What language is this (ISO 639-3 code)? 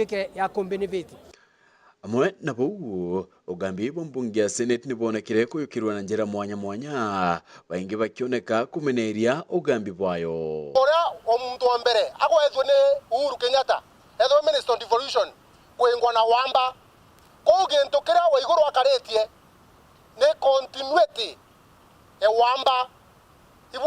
mer